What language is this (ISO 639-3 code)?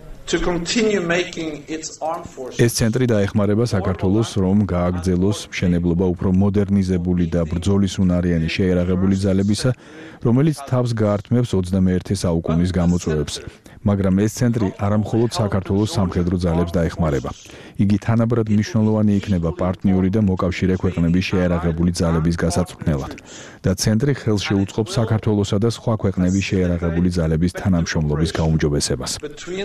kat